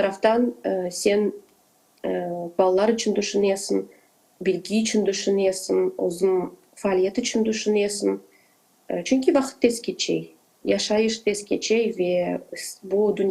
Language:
Crimean Tatar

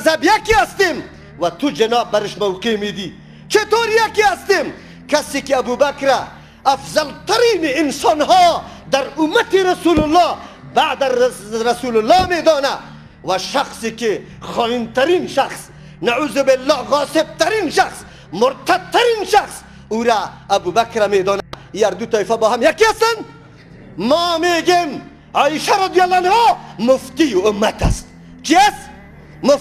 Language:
Persian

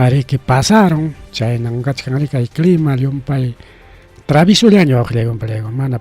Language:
Ayacucho Quechua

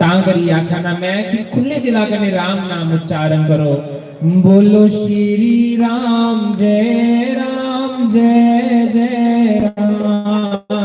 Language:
Dogri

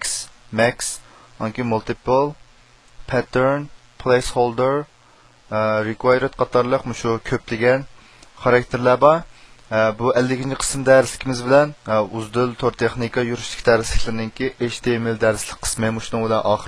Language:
Uyghur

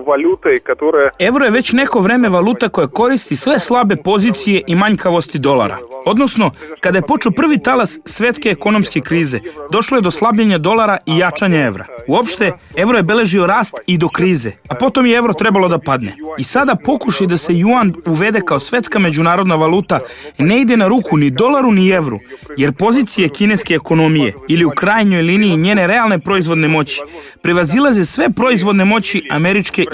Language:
Serbian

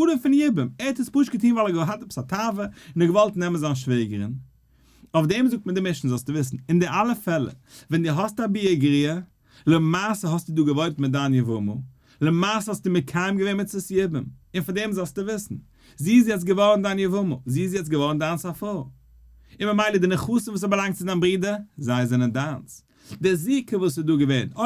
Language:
Yiddish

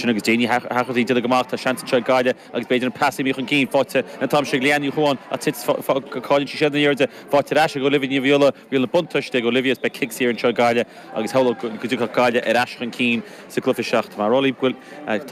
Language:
Irish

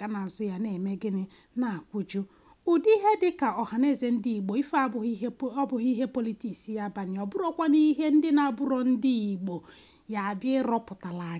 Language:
Igbo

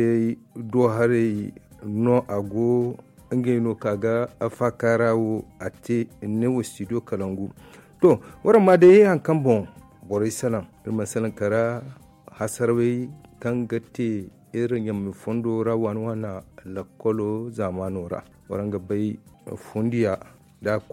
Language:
Zarma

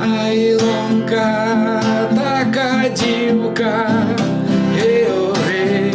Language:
Rusyn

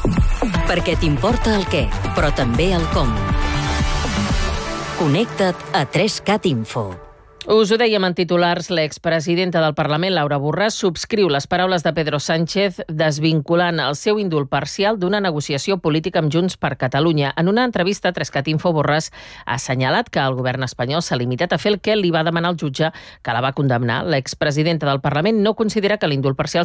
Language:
Catalan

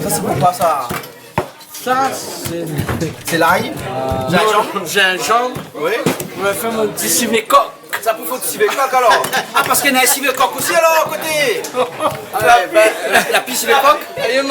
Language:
Réunion Creole French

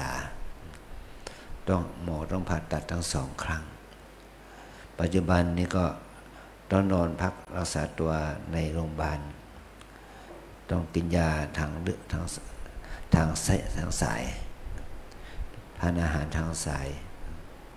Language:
Thai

